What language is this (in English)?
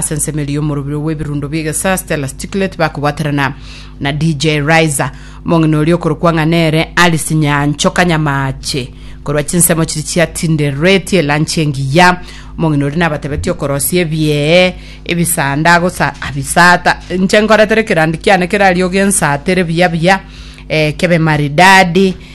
Gusii